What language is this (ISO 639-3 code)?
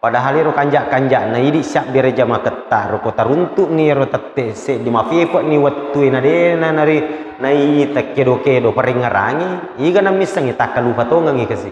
bug